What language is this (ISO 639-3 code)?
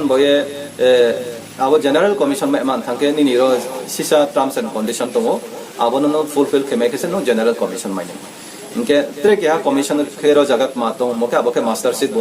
ria